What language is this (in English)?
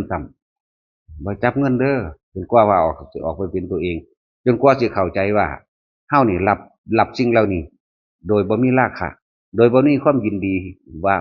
Northeastern Thai